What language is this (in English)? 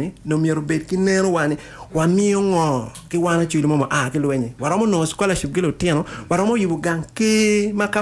Acoli